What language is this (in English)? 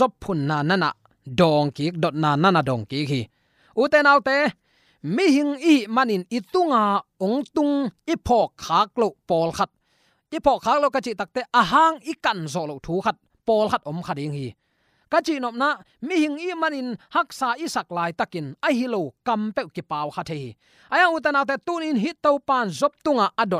Tedim Chin